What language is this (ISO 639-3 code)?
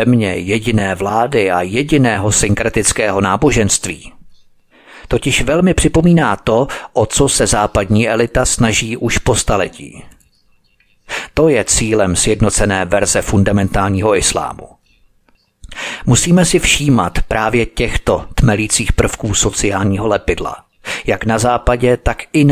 ces